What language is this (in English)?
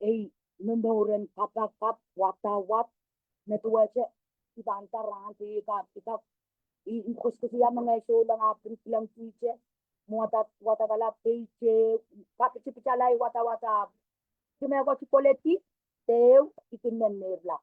Pohnpeian